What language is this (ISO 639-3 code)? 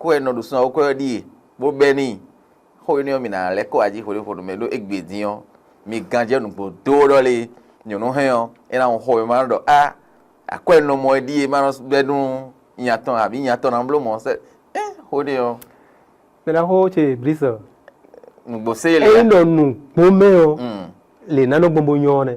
fon